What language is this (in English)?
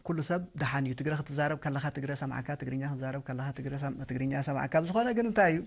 Tigre